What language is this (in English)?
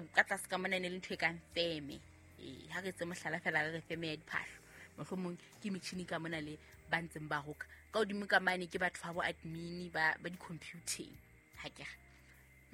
Southern Sotho